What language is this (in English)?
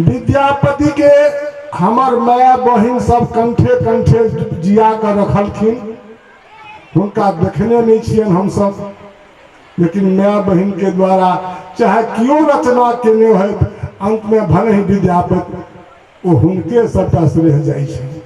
Maithili